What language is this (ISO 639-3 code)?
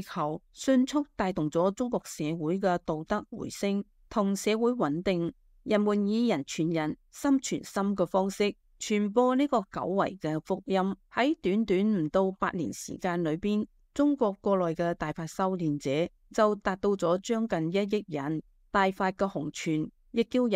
yue